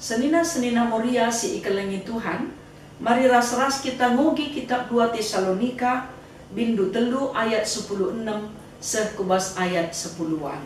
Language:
Batak Karo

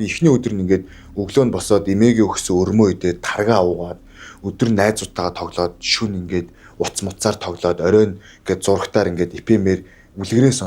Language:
Mongolian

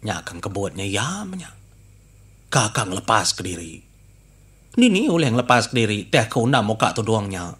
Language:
Iban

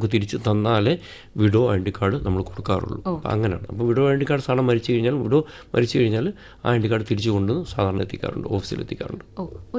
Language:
Malayalam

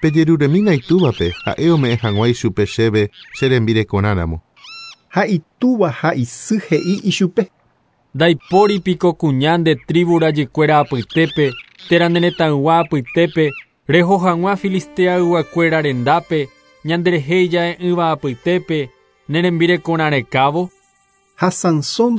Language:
Guarani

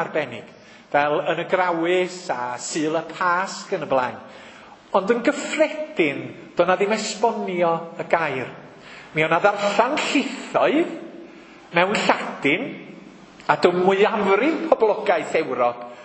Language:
Welsh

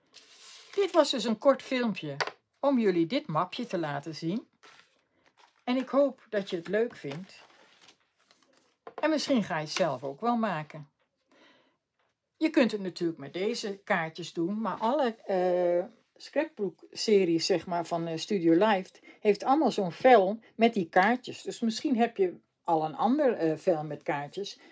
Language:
Dutch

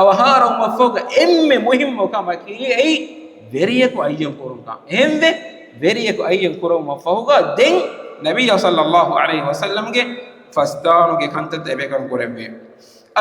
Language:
Divehi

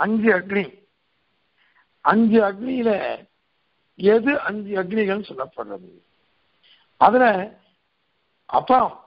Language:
Tamil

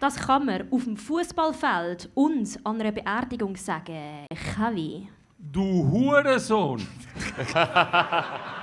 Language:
Swiss German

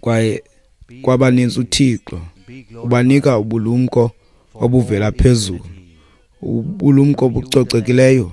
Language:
Xhosa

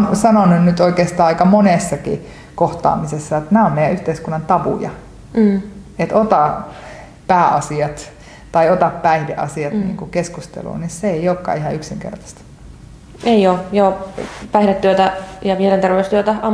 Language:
Finnish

